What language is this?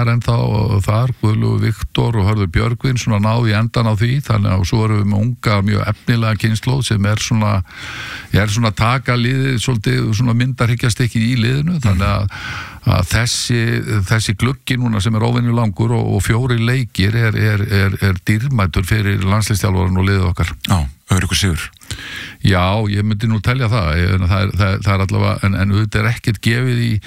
Icelandic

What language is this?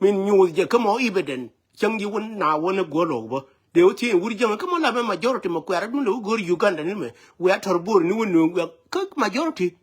Nuer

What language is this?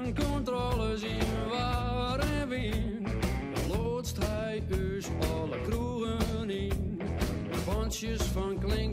Western Frisian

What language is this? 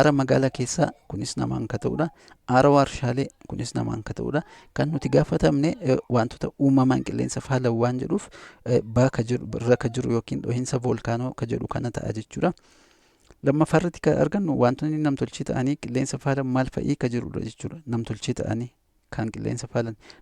Oromo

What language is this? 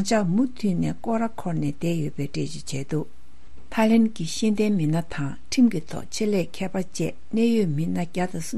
Tibetan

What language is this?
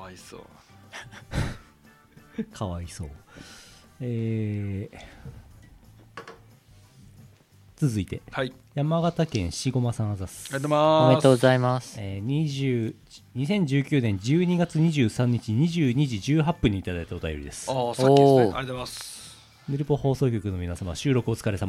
Japanese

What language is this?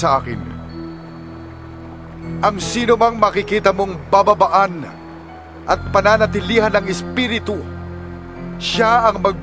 Filipino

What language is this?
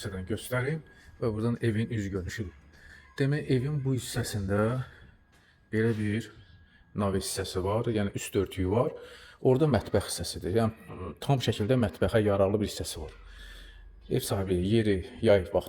Azerbaijani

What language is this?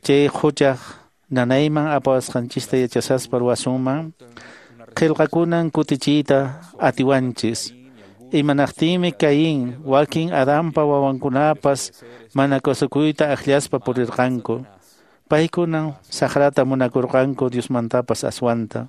Quechua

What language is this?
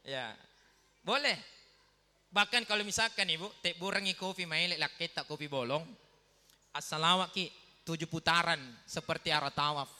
Buginese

